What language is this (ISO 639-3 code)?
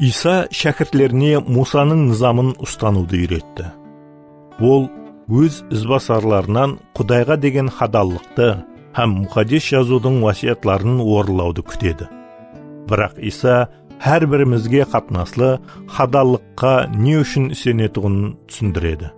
kaa